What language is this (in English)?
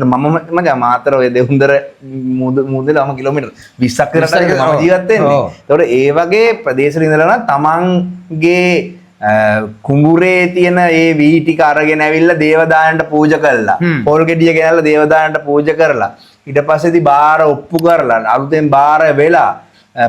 Sinhala